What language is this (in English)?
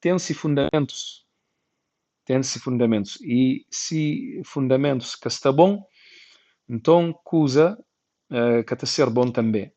Kabuverdianu